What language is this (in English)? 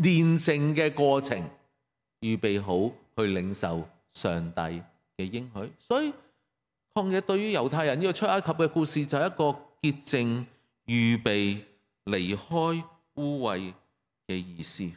Cantonese